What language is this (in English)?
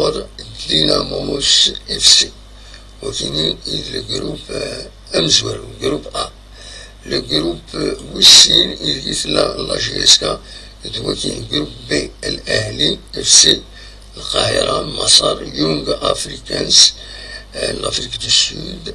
Kabyle